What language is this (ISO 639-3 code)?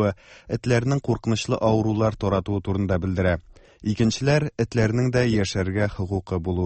tat